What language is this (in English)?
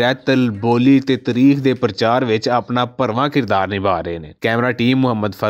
Western Panjabi